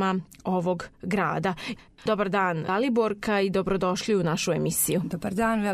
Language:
Croatian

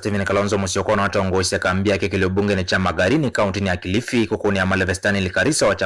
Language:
Kamba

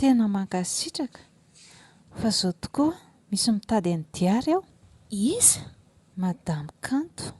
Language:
Malagasy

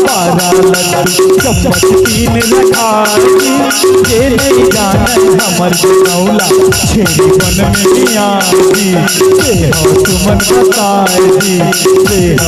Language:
Chhattisgarhi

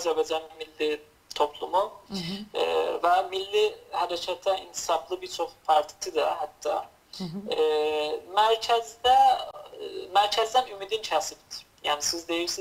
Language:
South Azerbaijani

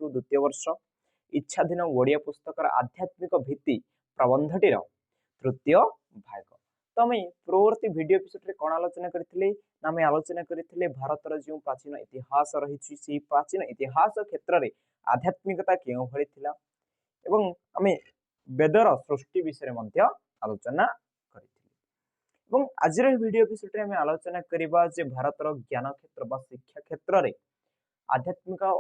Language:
Odia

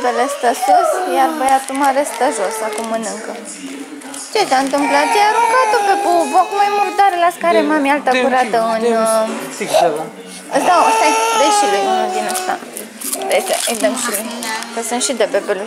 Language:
Romanian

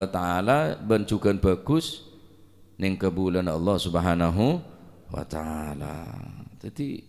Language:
Madurese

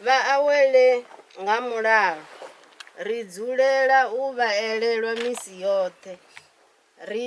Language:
Venda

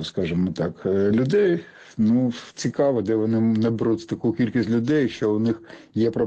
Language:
Ukrainian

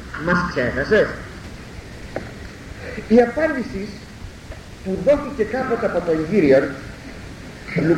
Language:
Greek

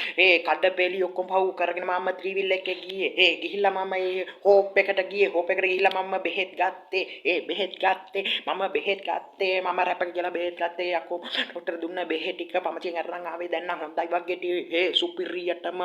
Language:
Sinhala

